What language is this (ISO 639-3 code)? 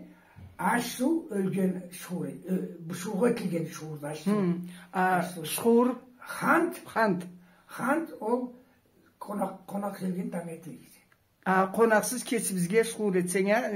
krc